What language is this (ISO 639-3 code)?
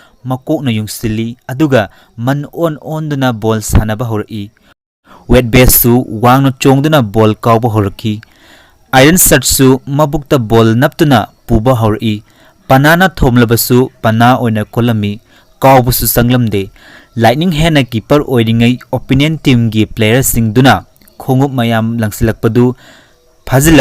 mni